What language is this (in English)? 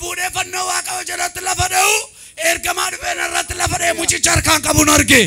Oromo